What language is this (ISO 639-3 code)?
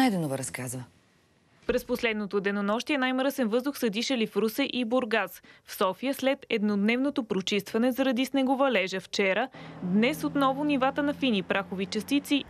bul